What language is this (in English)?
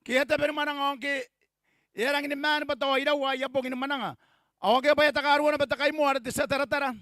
Gilbertese